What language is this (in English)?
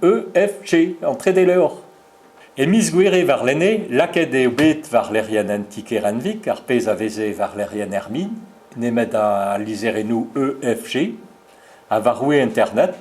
Breton